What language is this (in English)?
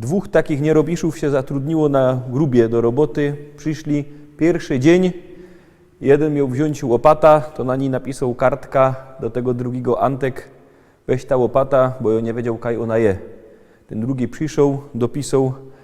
Silesian